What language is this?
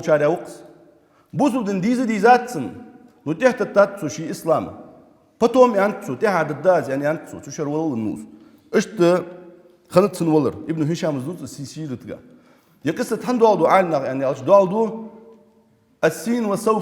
Ingush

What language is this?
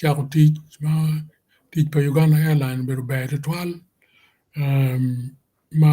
Acoli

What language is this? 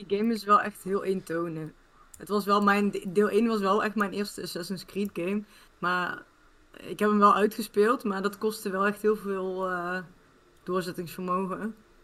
Dutch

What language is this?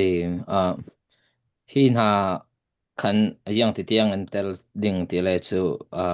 Falam Chin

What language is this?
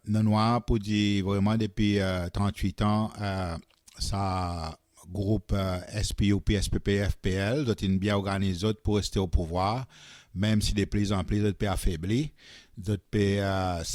Seselwa Creole French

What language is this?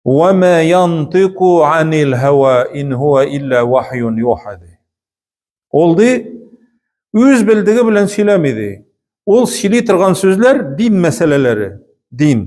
Tatar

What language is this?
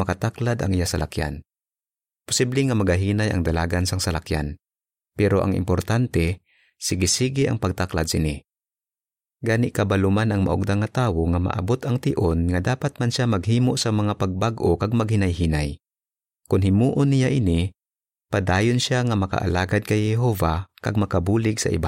Hiligaynon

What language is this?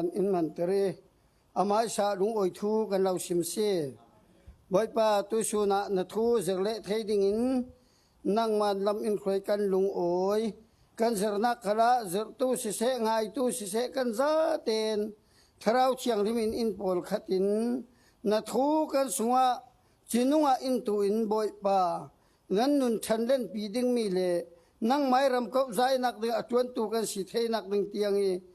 Falam Chin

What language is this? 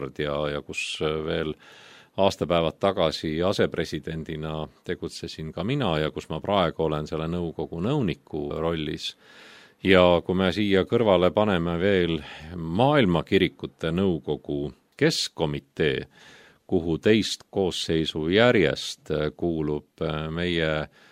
Estonian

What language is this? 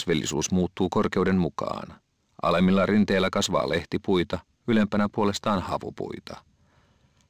Finnish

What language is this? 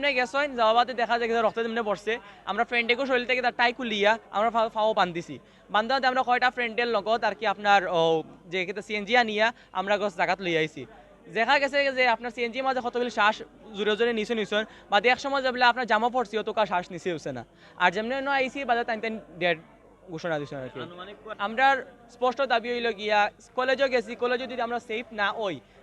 Sylheti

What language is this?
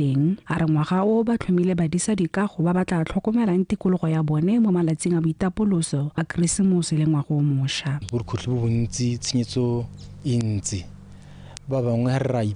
Tswana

